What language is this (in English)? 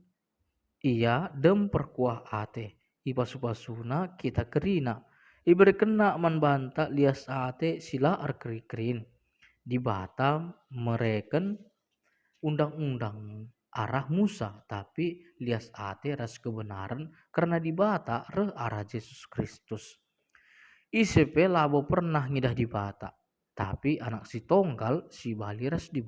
Batak Karo